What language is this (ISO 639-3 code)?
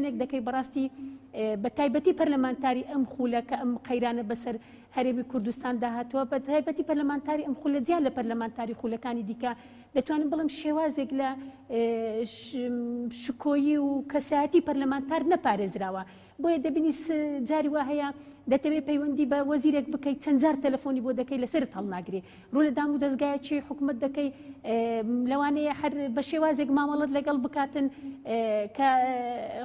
ckb